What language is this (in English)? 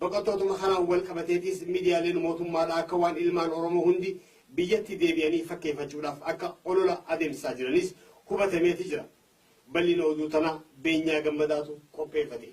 Oromo